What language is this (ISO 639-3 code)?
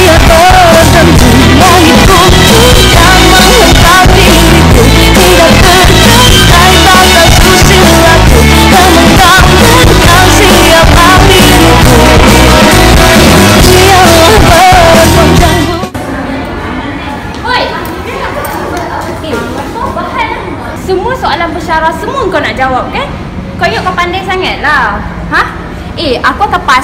msa